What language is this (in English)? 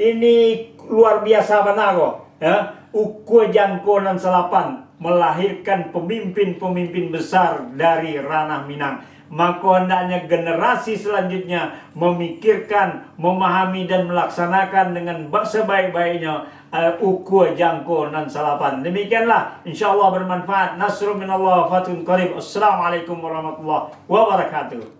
Minangkabau